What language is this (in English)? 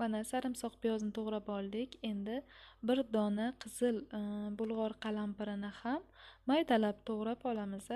Uzbek